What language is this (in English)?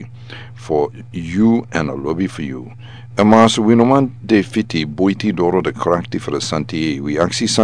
Sranan Tongo